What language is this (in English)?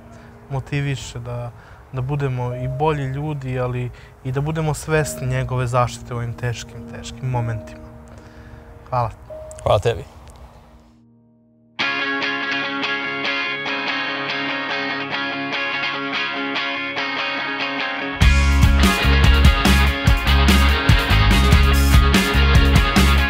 Serbian